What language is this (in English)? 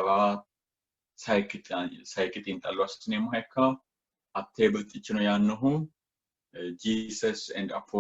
Sidamo